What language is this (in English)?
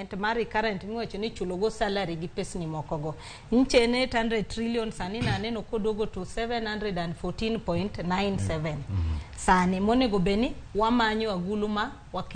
Luo (Kenya and Tanzania)